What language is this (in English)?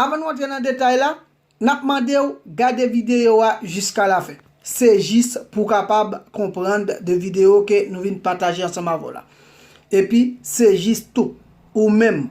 Haitian Creole